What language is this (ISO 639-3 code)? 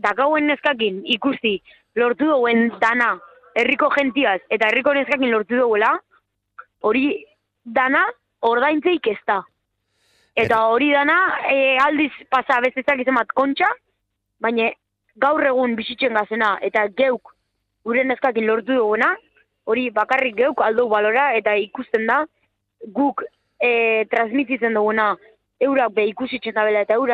eus